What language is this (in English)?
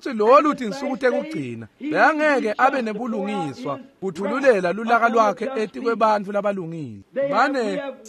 Swati